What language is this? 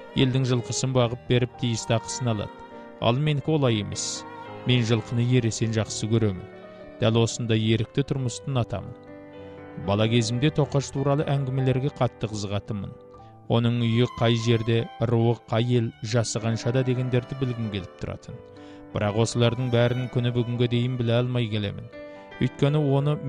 Kazakh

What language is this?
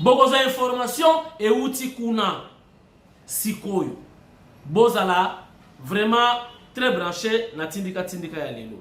Lingala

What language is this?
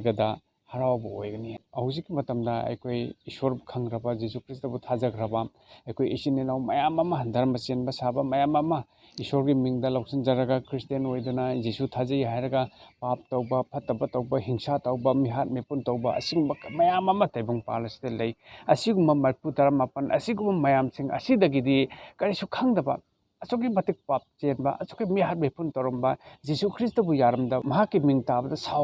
Manipuri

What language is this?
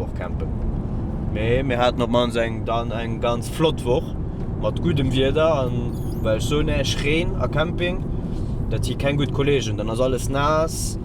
Luxembourgish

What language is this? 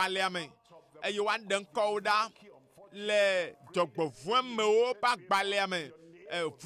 Ewe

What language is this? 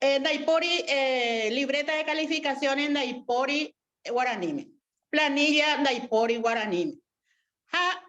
Guarani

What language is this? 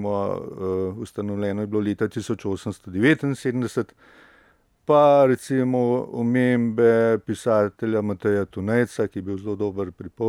Slovenian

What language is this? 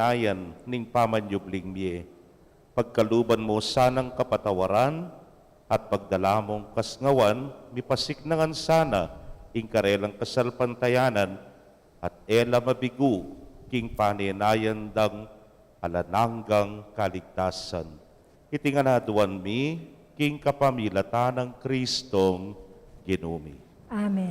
Pampanga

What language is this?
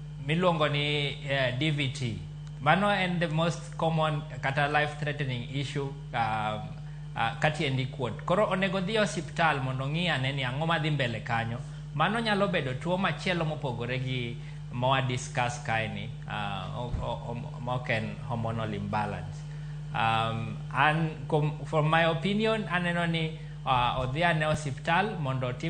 Luo (Kenya and Tanzania)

